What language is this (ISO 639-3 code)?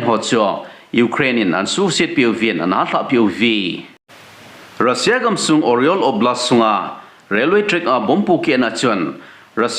tcz